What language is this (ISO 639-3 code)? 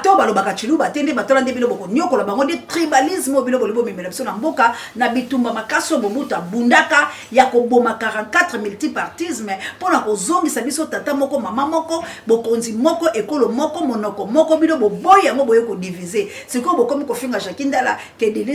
lin